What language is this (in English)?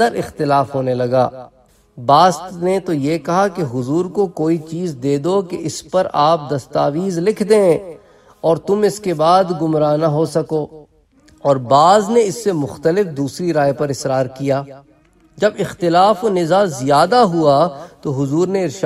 Urdu